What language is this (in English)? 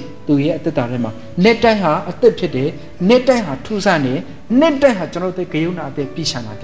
Burmese